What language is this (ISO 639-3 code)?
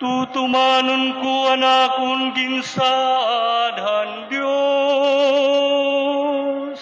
war